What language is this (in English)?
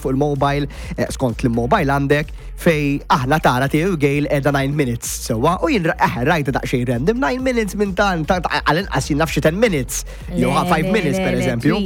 Maltese